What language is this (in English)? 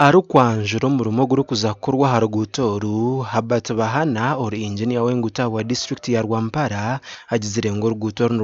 Nyankole